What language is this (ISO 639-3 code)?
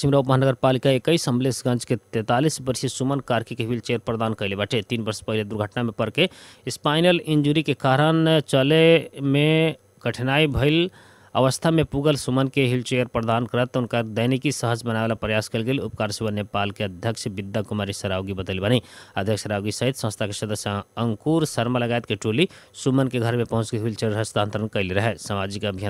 bho